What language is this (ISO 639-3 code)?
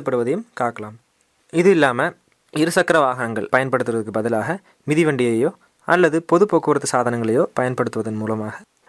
tam